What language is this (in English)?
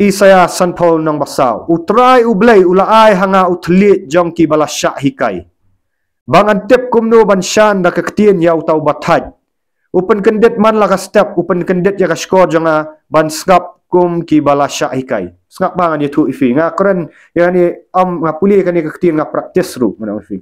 Khasi